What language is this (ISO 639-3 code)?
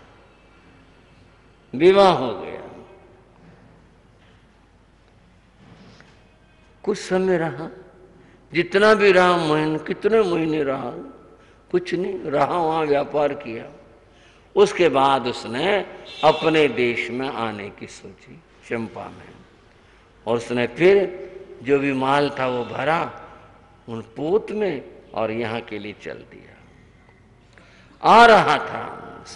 hin